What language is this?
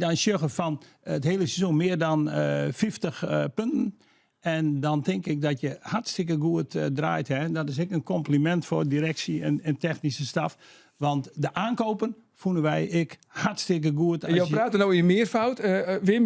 Western Frisian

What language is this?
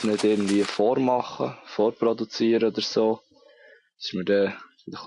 Swiss German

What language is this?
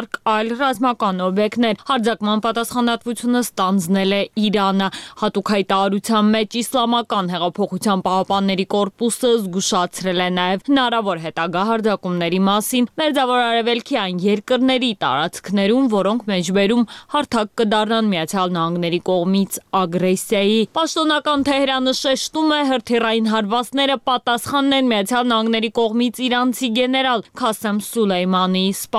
Armenian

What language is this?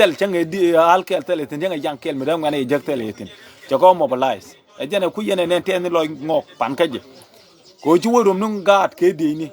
Nuer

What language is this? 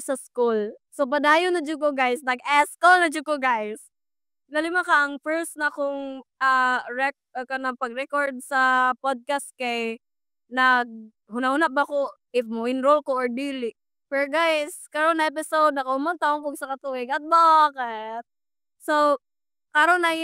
Cebuano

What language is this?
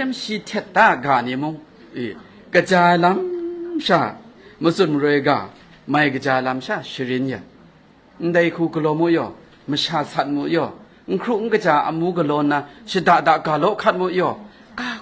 Kachin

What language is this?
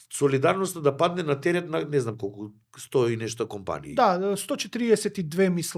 Macedonian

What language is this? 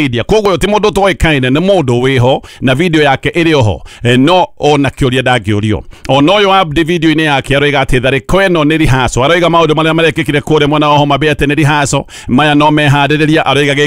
Kikuyu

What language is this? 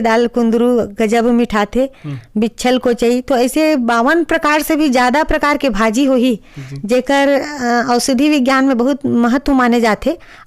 Chhattisgarhi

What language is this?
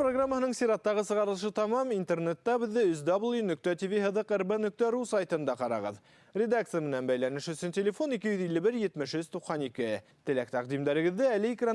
Bashkir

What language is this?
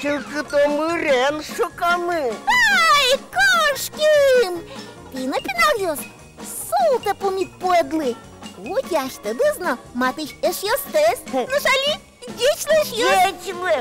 Udmurt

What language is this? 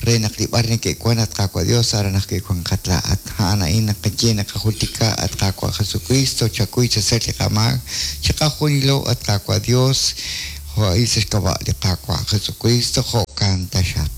Kekchí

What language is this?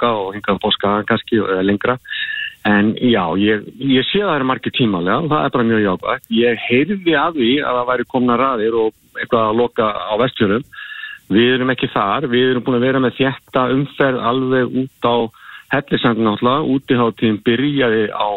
Icelandic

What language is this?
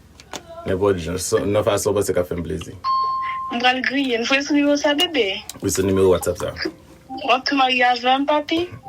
Haitian Creole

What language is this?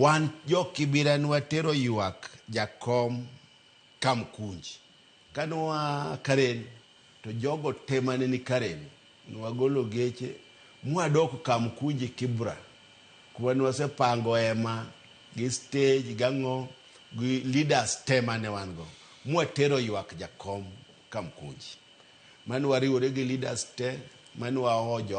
Luo (Kenya and Tanzania)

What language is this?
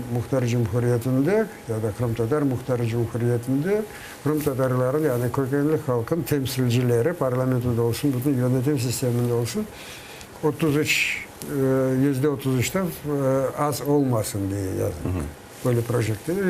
Crimean Tatar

